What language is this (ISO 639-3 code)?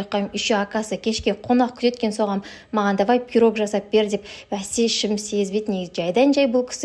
kaz